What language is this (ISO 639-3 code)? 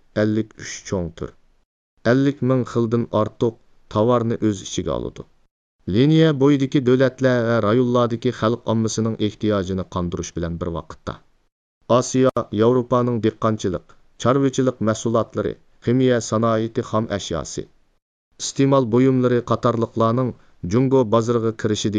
uig